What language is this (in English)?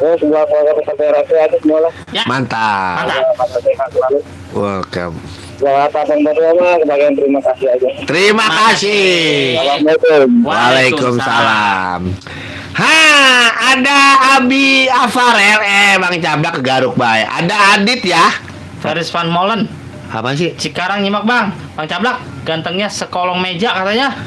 Betawi